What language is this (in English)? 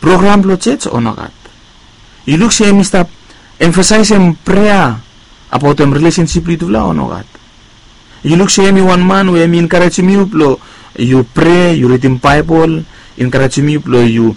Bislama